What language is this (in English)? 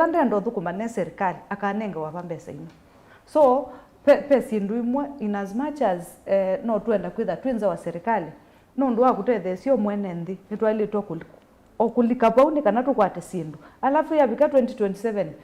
Kamba